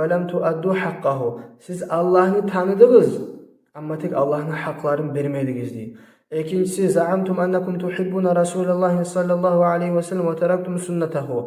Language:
Kumyk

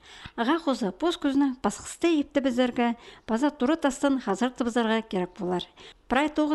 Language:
Khakas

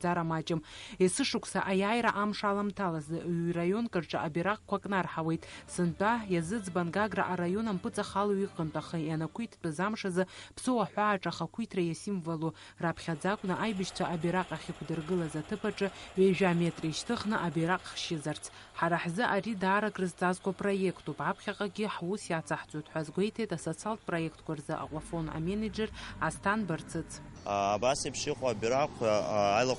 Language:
Abkhazian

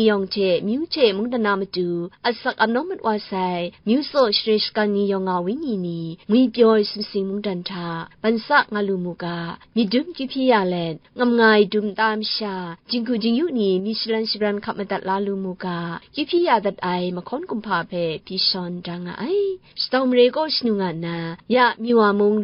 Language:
Kachin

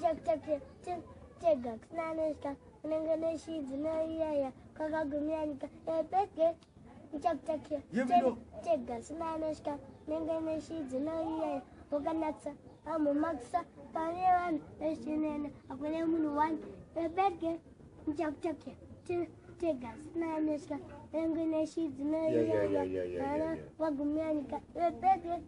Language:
Shona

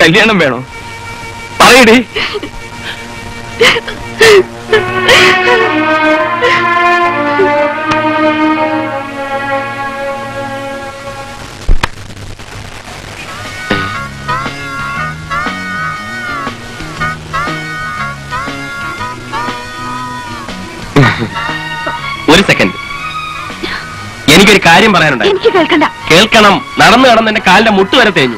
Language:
Malayalam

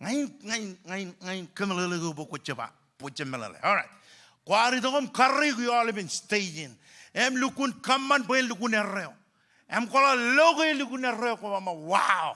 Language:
Marshallese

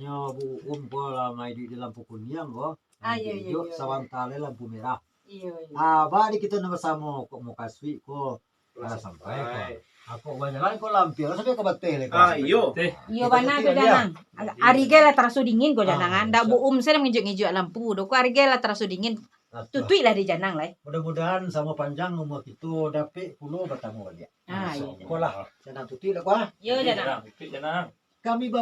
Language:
Minangkabau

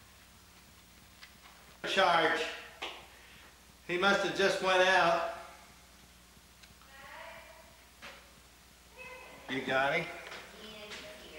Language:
English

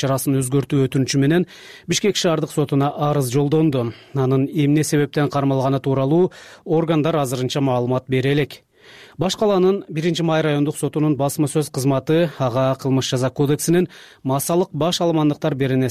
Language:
Kyrgyz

